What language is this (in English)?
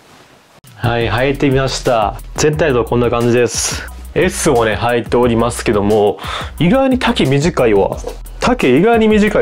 Japanese